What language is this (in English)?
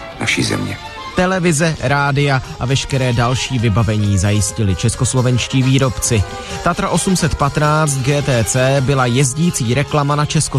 Czech